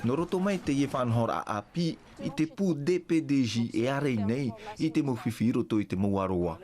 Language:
Tahitian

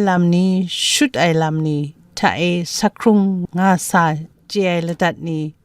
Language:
Kachin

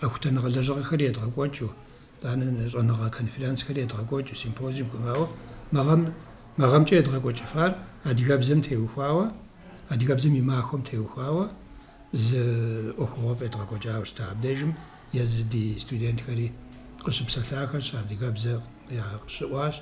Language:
Kabardian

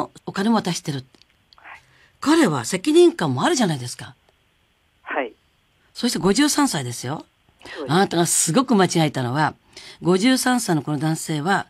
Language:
Japanese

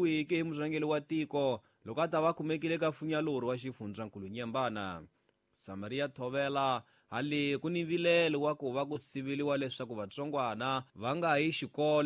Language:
Tsonga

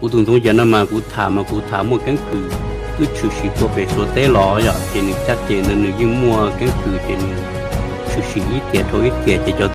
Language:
Hmong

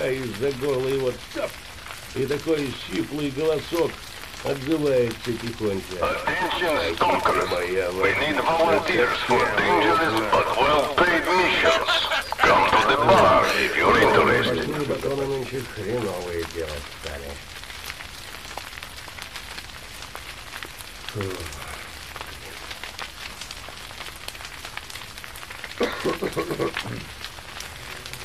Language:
Russian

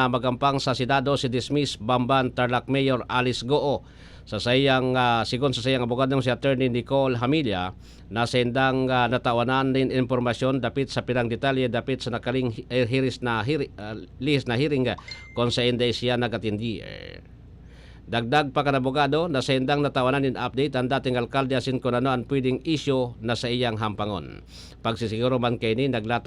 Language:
Bikol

